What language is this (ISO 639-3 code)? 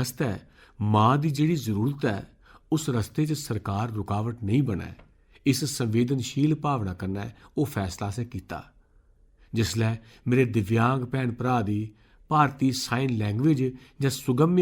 doi